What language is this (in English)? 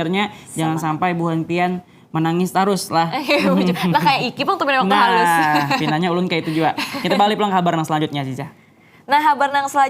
Banjar